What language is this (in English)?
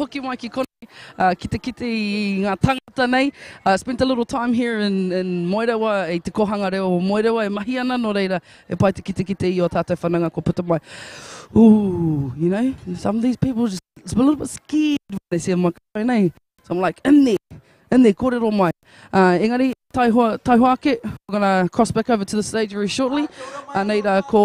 Māori